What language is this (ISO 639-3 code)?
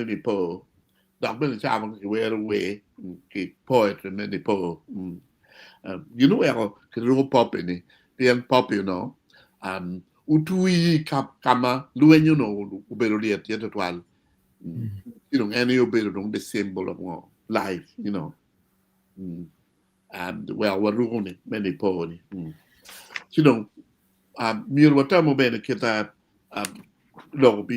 ach